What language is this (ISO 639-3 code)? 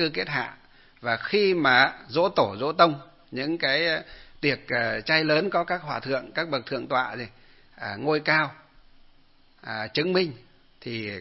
vie